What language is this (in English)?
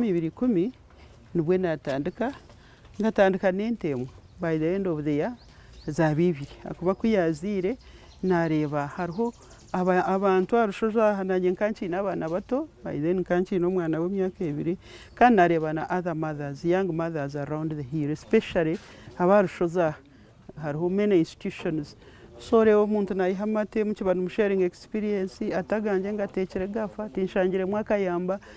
Nyankole